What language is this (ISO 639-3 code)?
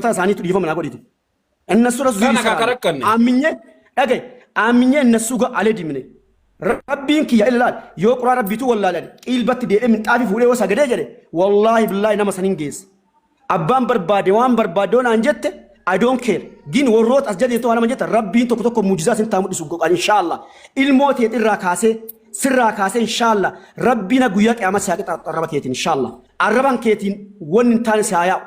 orm